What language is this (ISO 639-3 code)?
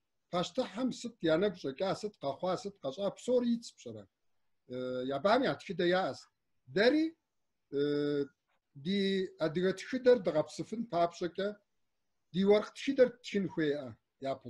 kbd